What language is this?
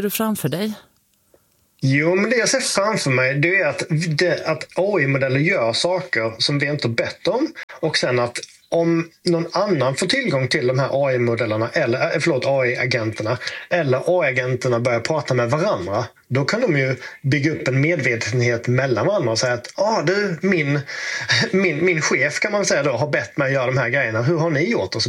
Swedish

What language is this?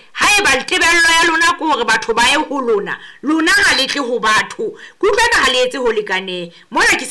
Southern Sotho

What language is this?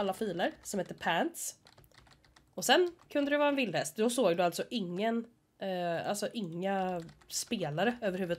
Swedish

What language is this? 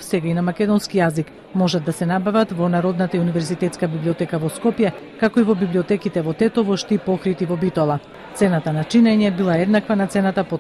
Macedonian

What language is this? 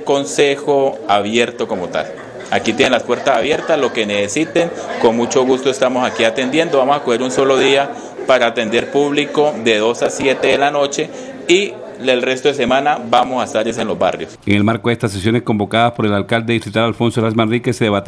Spanish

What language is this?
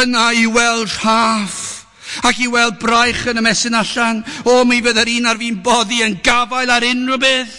Welsh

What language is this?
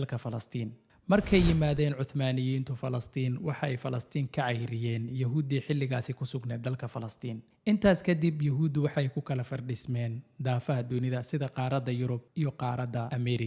Somali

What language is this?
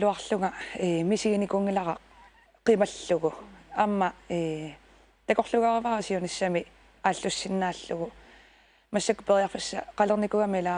Kalaallisut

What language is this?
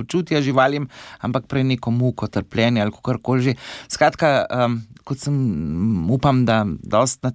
Slovenian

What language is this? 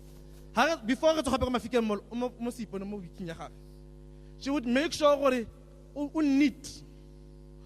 Tswana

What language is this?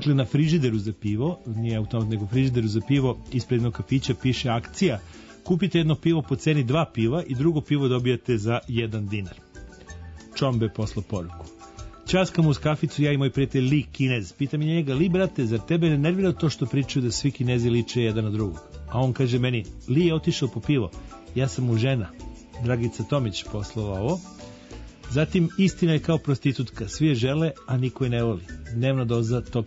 Serbian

